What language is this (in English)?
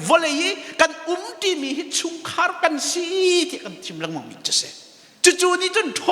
Hakha Chin